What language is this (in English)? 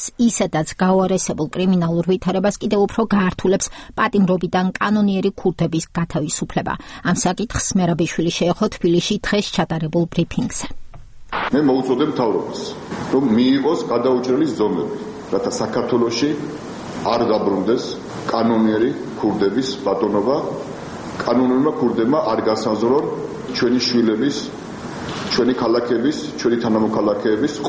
Georgian